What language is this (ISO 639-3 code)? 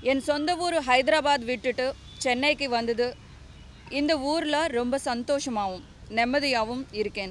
tam